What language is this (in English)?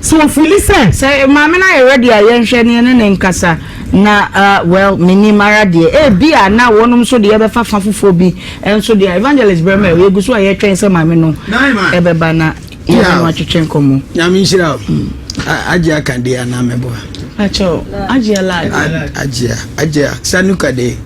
Akan